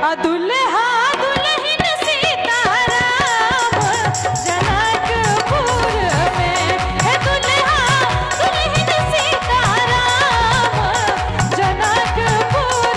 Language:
Maithili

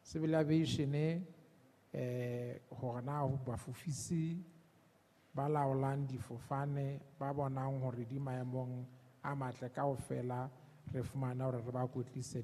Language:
Southern Sotho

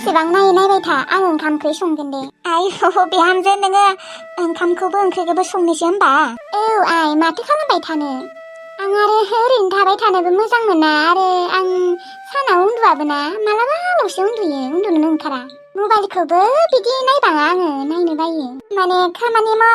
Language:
Bodo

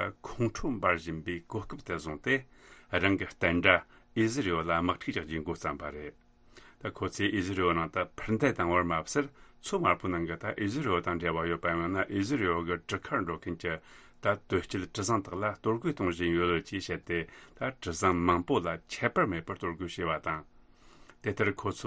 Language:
Tibetan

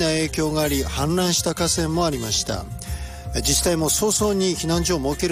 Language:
Japanese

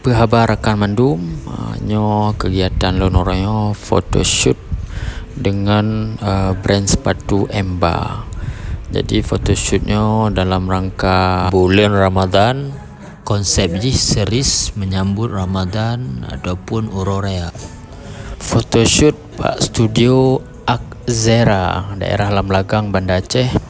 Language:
Achinese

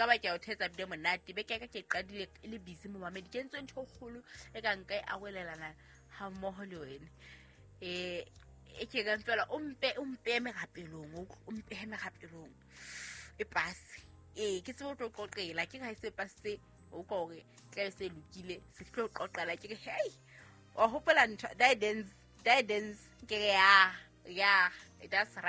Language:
Southern Sotho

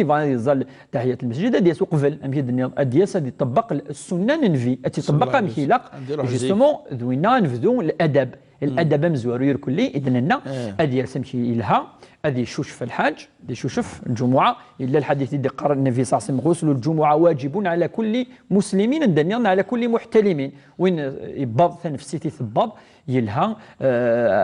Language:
Kabyle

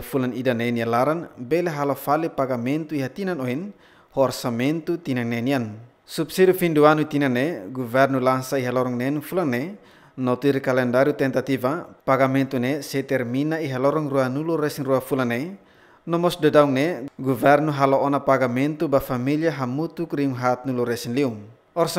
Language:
Tetum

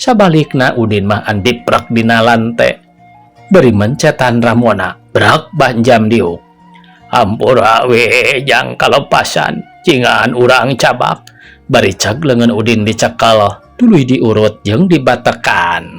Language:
Sundanese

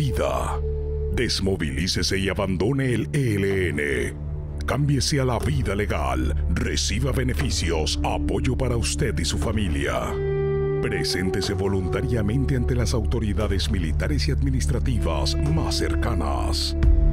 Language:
Spanish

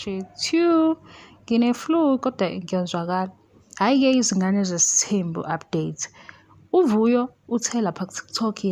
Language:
Zulu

